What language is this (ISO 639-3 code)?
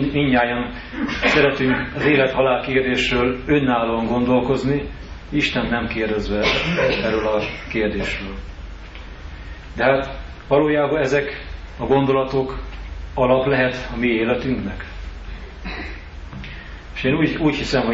hun